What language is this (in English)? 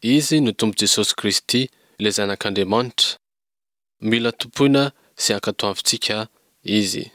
Malagasy